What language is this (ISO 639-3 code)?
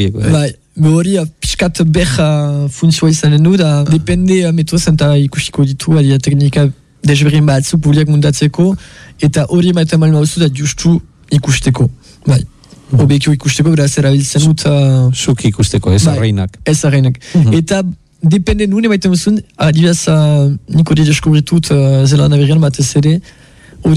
eus